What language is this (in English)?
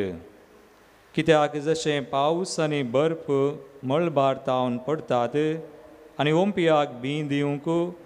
Konkani